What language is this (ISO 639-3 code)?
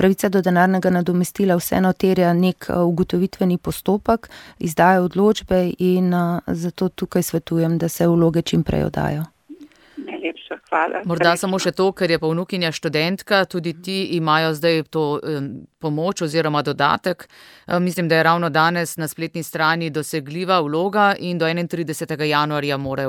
slv